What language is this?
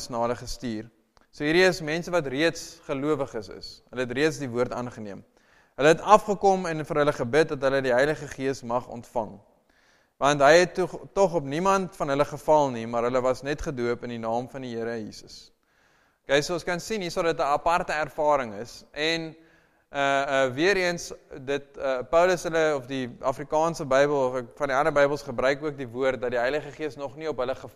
Afrikaans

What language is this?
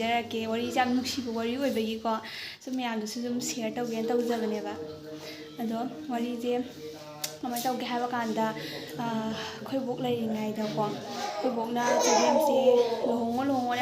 Manipuri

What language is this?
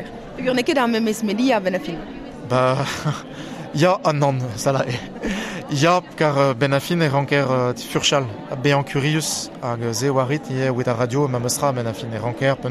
Breton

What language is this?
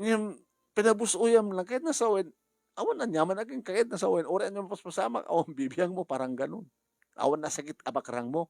Iloko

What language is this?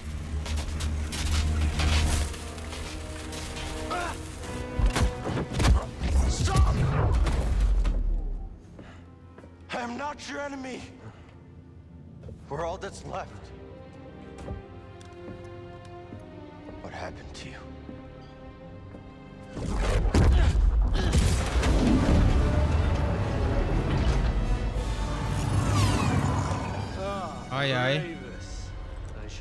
Hungarian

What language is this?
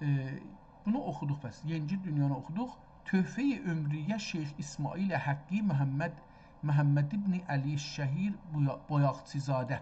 South Azerbaijani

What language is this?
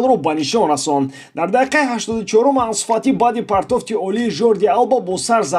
Tajik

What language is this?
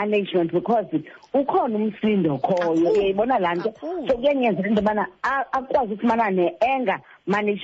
Xhosa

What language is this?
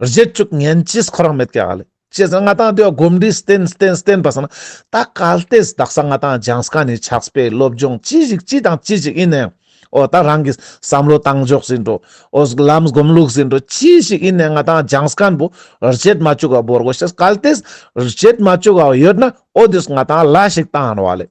Ladakhi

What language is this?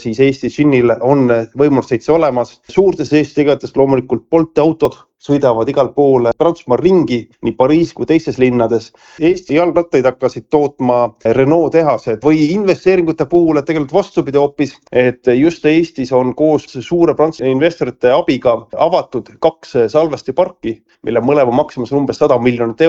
Estonian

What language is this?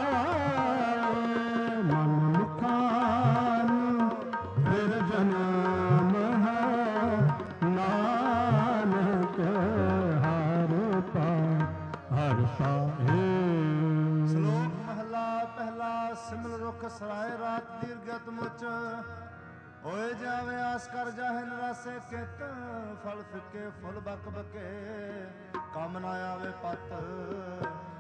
Punjabi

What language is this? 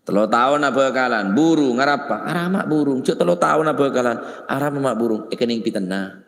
Madurese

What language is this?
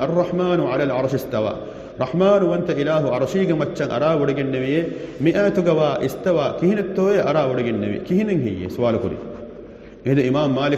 Divehi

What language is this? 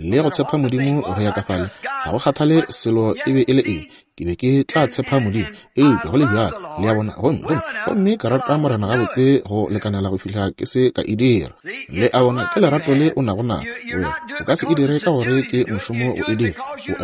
Northern Sotho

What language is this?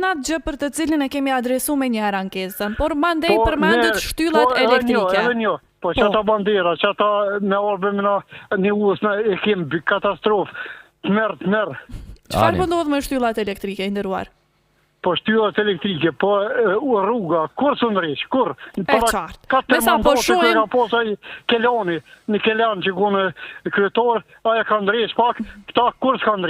Albanian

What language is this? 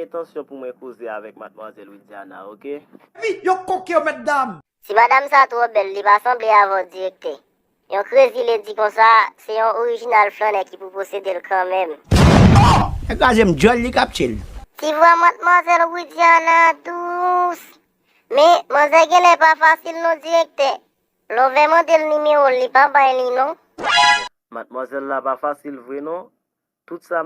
Haitian Creole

